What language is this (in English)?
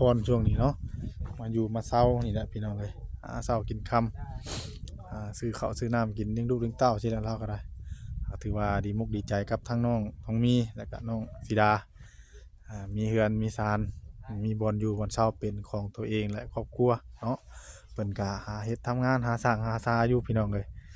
Northeastern Thai